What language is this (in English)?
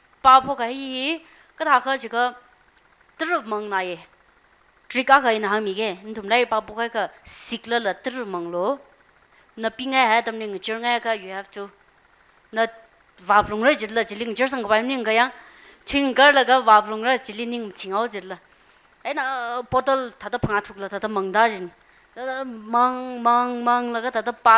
Tangkhul Naga (India)